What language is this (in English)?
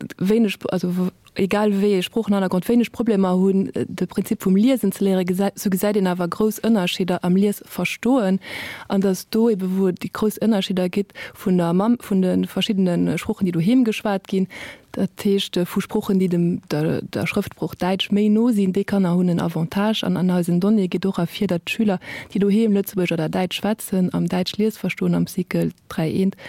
Luxembourgish